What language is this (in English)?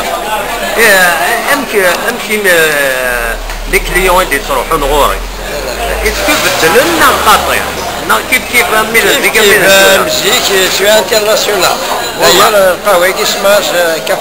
Kabyle